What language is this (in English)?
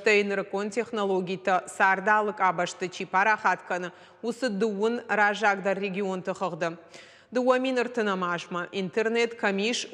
Ossetic